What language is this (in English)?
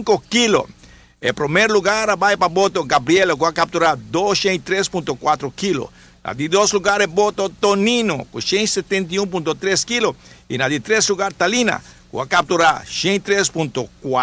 Papiamento